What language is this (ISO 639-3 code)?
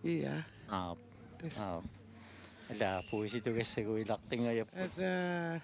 kal